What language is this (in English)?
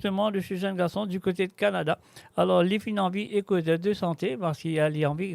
Morisyen